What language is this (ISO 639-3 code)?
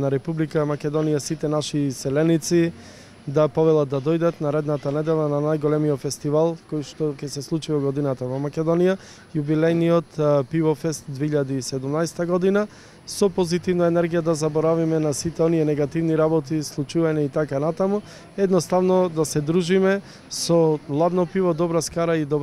mkd